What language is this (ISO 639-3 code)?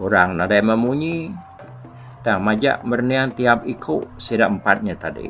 iba